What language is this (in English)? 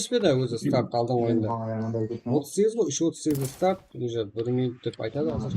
Kara-Kalpak